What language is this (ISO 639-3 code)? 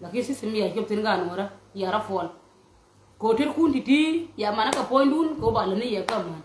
nus